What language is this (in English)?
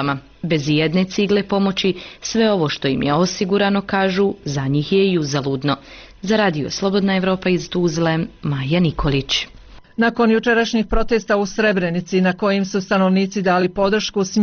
Bosnian